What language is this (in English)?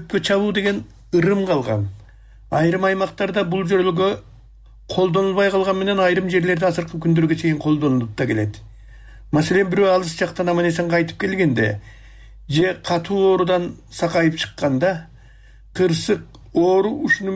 Kyrgyz